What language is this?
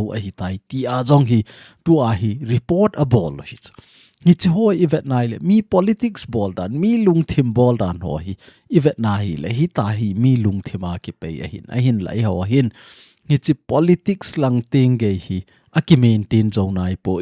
Thado Chin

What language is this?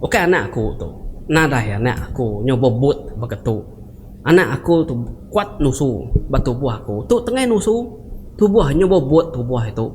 Iban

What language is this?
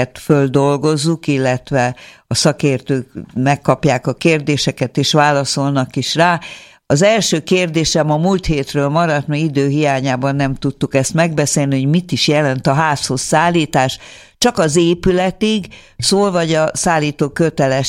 Hungarian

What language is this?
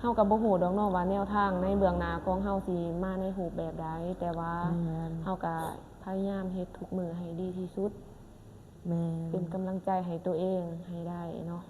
Lao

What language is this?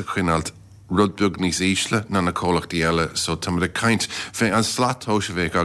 Irish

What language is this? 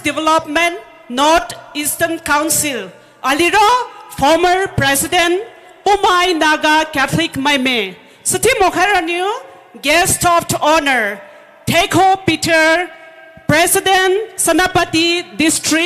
Poumei Naga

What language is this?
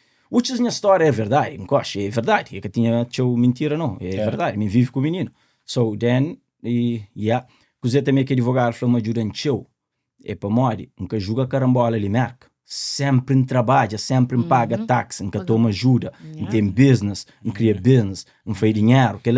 Kabuverdianu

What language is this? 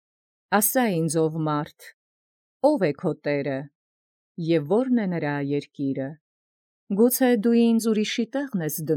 Armenian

